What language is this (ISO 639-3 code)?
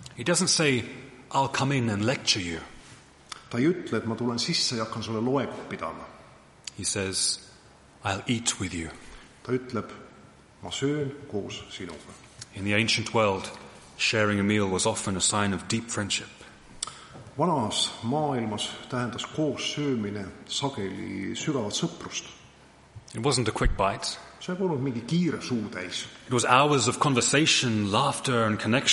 est